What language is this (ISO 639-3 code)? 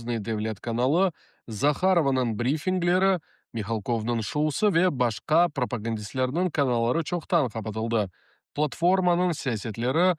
crh